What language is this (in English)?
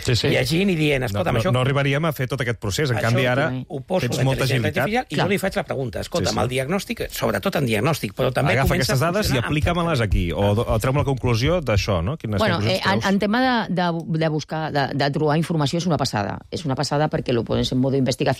Catalan